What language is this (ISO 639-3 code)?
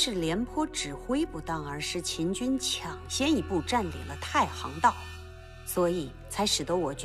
zho